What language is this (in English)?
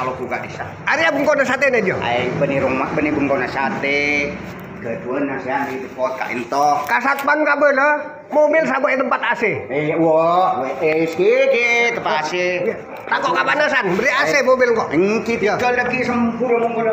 Madurese